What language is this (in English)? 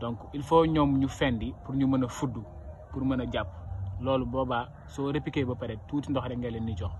Wolof